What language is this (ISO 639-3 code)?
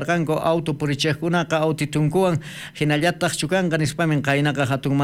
quh